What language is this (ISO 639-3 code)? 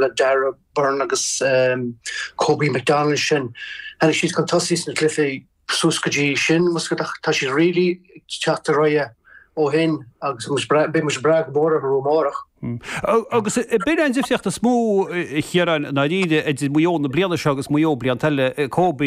gle